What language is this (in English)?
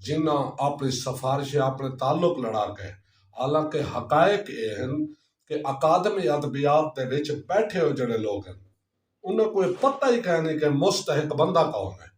Saraiki